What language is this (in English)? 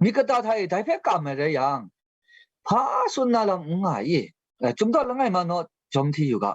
Kachin